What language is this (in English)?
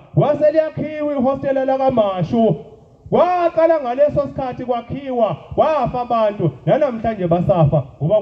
Zulu